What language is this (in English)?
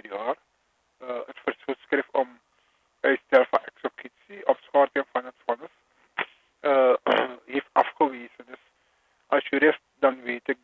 Dutch